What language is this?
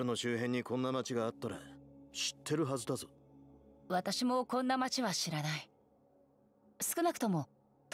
Japanese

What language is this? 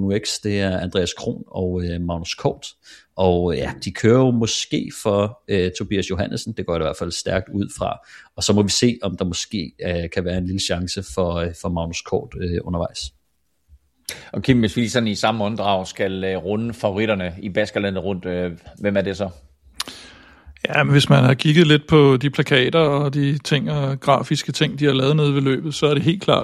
Danish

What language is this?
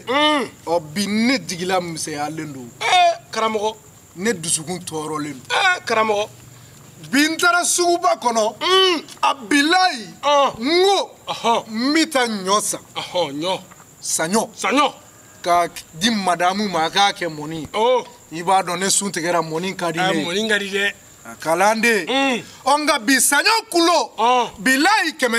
Bambara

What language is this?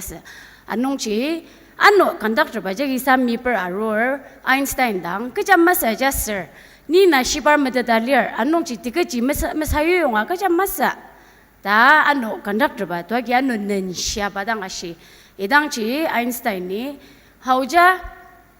Ao Naga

